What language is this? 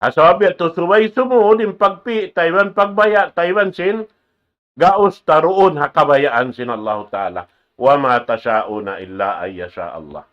Tausug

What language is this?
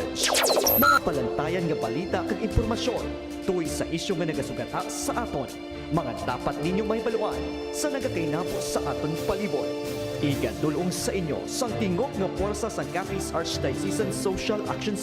Hiligaynon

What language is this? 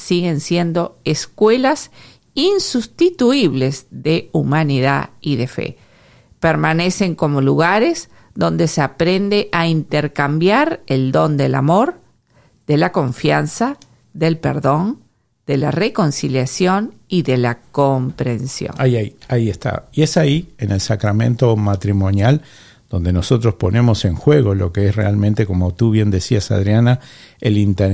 Spanish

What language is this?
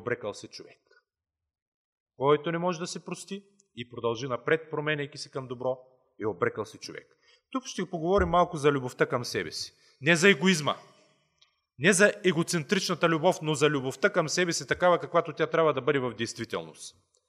Bulgarian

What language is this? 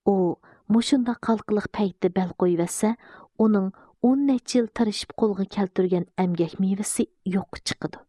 Uyghur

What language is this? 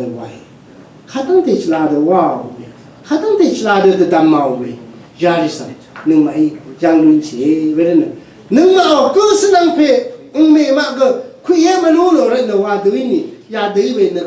Rawang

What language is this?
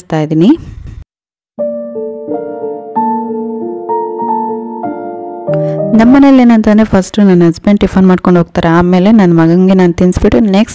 Kannada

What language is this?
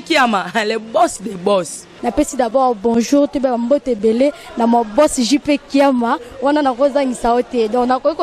Lingala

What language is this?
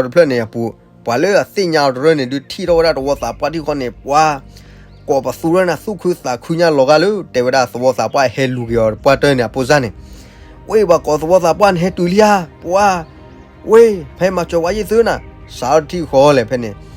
S'gaw Karen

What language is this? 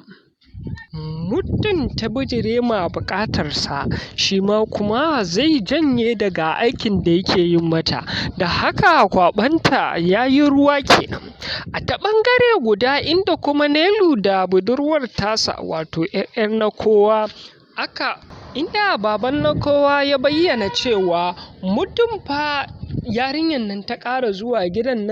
Hausa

